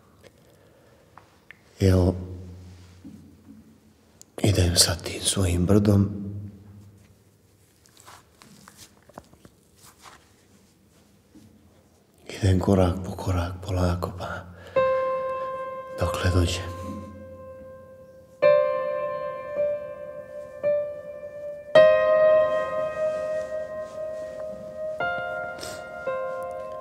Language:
Serbian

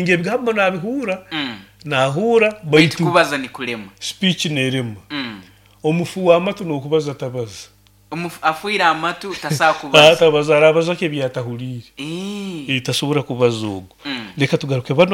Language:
Nyoro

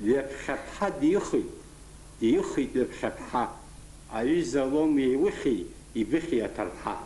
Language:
Abkhazian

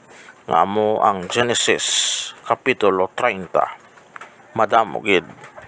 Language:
Hiligaynon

